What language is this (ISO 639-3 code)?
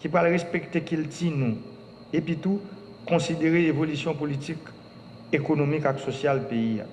hat